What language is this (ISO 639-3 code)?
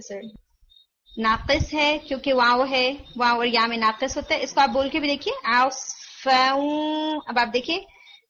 urd